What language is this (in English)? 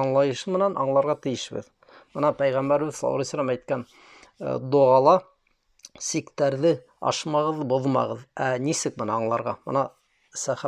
Bashkir